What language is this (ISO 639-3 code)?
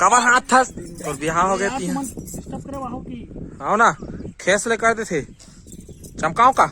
hne